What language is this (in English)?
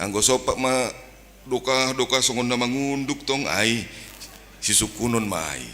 Batak Simalungun